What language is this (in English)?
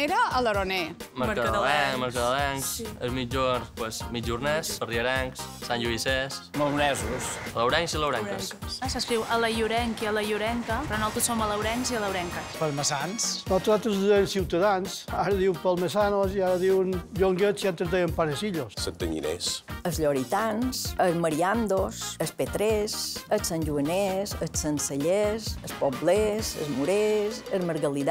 Catalan